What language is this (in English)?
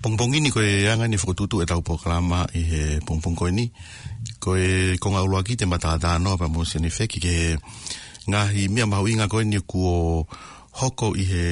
Tongan